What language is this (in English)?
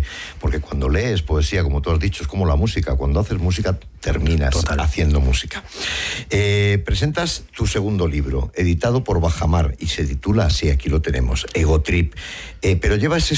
Spanish